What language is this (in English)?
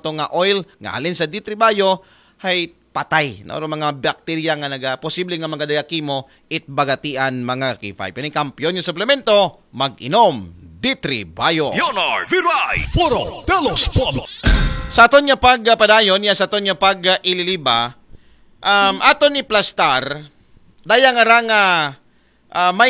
Aklanon